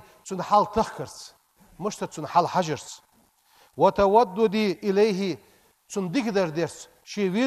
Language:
Ingush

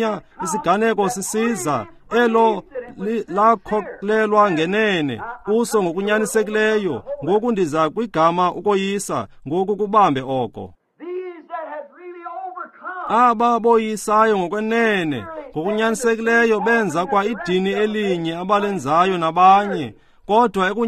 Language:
Xhosa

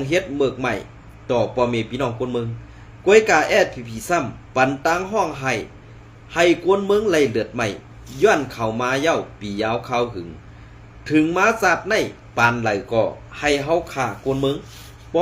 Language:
Shan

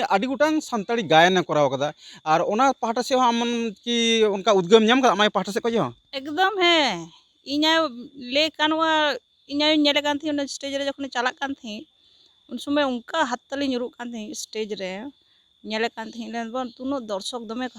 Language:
Santali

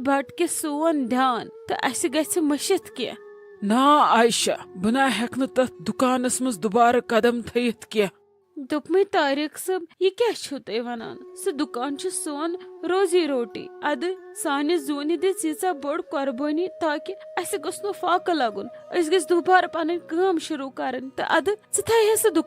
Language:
Kashmiri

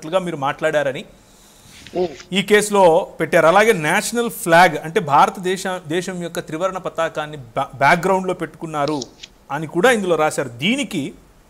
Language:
Telugu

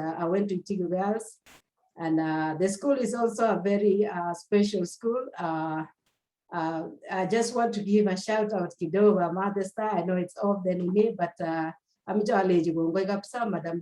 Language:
Kalenjin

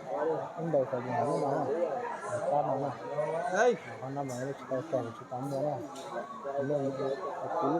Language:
Hmong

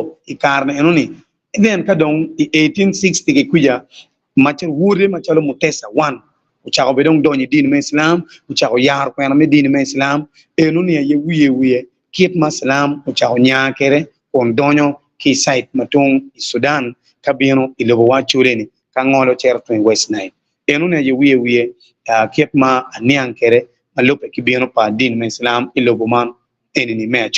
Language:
Acoli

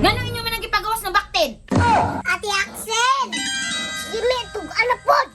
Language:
Cebuano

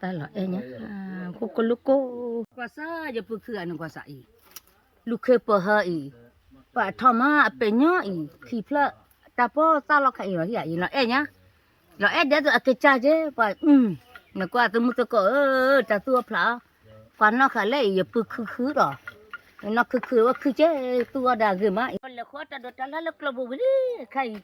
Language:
S'gaw Karen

